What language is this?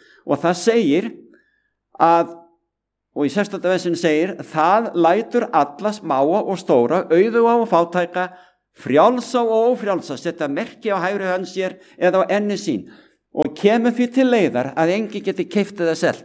Icelandic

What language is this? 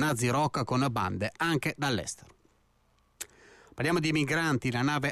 Italian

